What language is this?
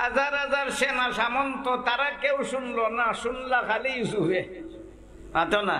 Sylheti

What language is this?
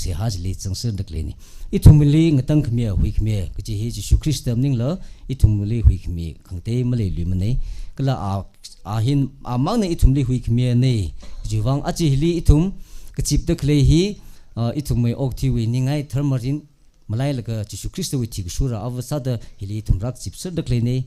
Tangkhul Naga (India)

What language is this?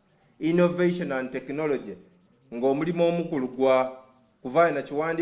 Soga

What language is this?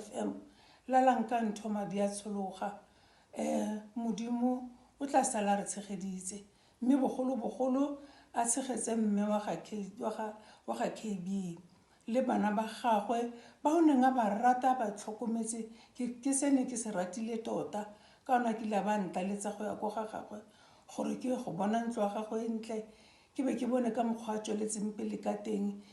Tswana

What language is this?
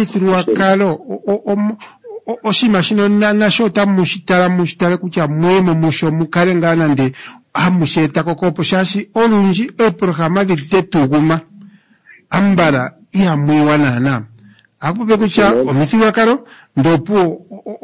Kuanyama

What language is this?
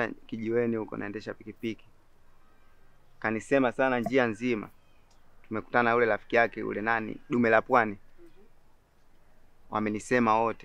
Swahili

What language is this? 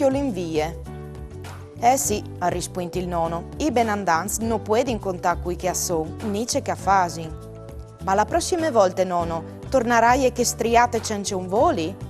Friulian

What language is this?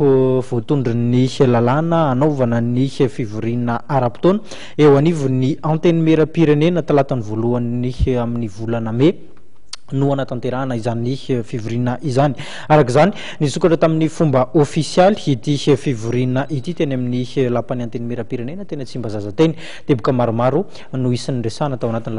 Malagasy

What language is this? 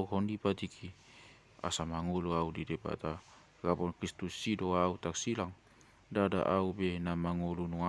Batak Toba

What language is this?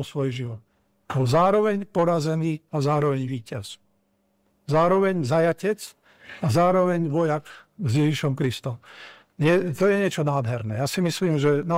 Slovak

